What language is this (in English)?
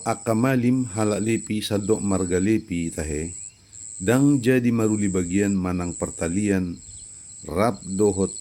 Batak Toba